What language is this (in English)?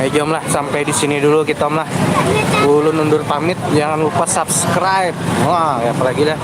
Banjar